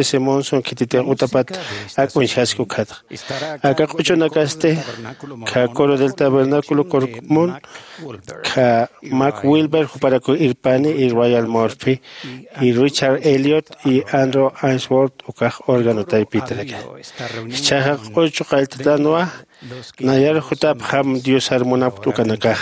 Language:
Aymara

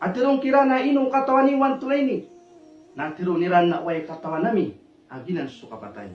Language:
Maranao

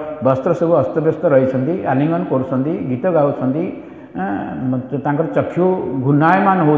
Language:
Odia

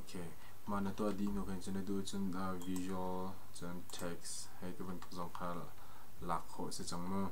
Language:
Hakha Chin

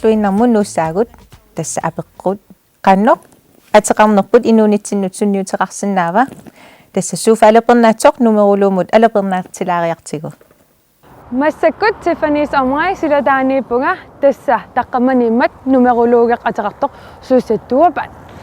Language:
Kalaallisut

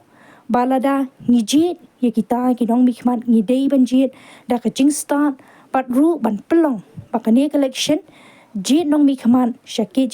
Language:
Khasi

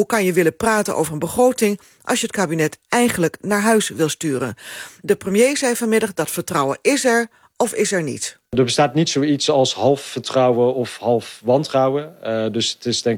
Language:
Dutch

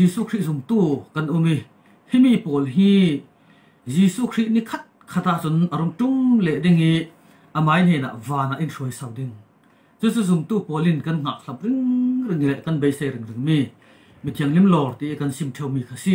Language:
Falam Chin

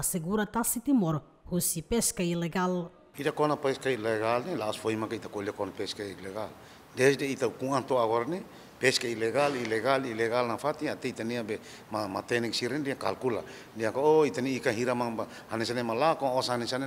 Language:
Tetum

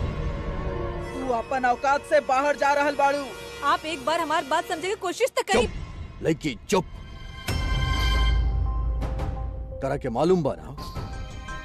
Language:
Bhojpuri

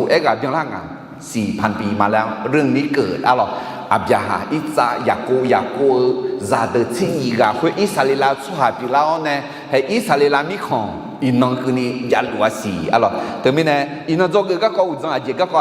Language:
Akha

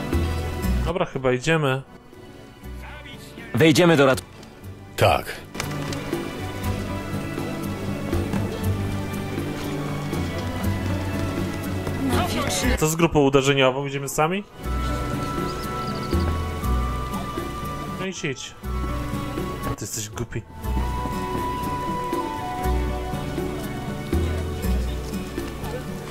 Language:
Polish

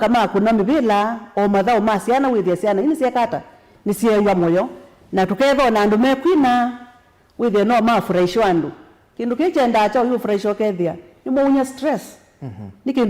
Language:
Kamba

